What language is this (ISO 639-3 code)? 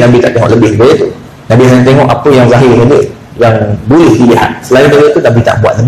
msa